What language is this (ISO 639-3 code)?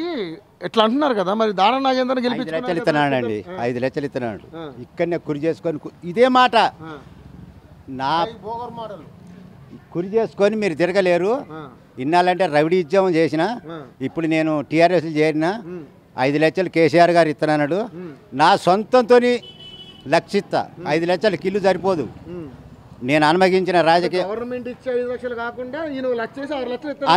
tel